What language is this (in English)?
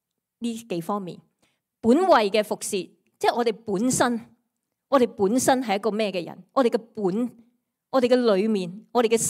Cantonese